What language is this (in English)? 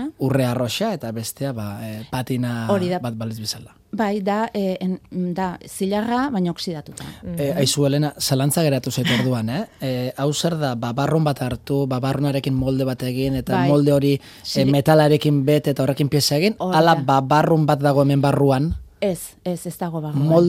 Basque